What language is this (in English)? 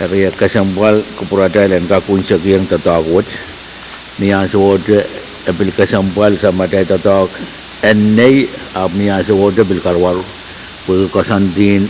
Pohnpeian